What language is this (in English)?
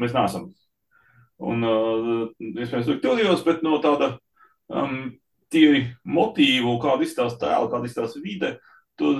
Latvian